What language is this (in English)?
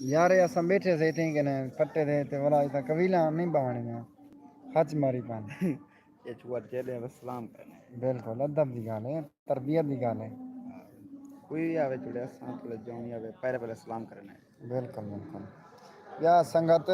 Saraiki